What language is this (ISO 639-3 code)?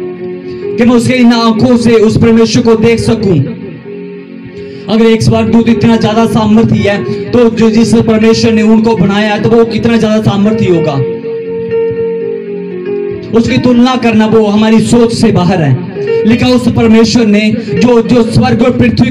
hin